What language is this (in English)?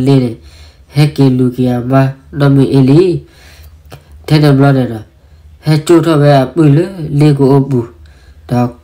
S'gaw Karen